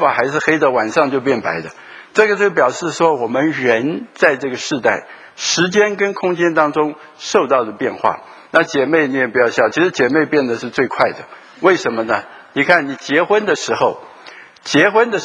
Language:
Chinese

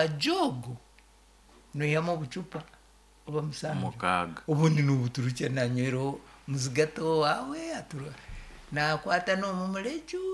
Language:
Nyoro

